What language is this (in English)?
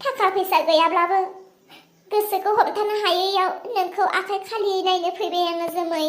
Bodo